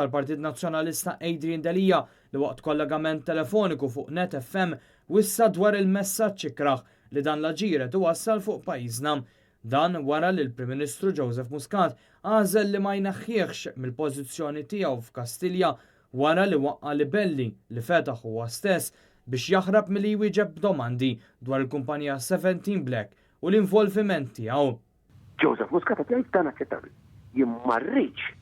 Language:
Maltese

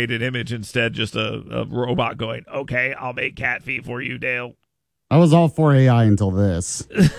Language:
English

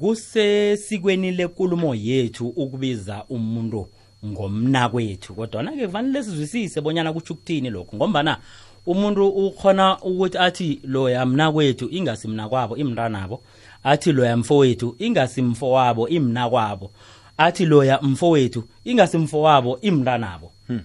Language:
South Ndebele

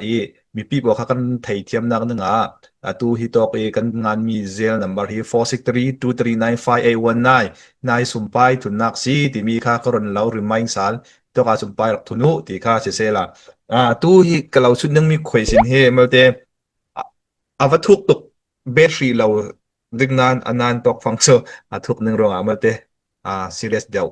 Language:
Falam Chin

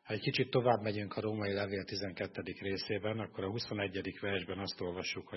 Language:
Hungarian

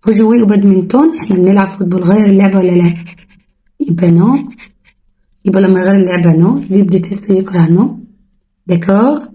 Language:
Egyptian Arabic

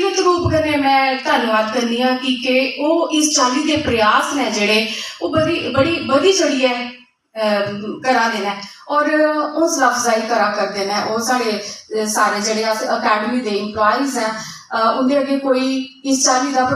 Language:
Dogri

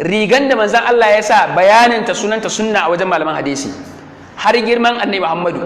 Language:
Hausa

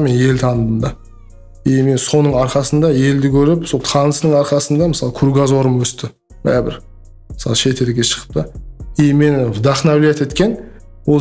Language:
Kara-Kalpak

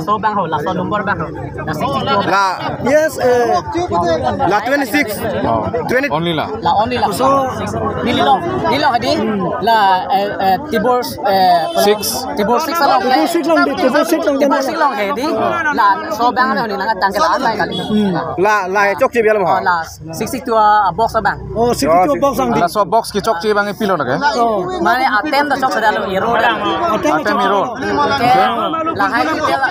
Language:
Karbi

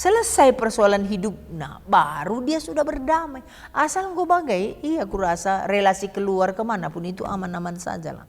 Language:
Batak Karo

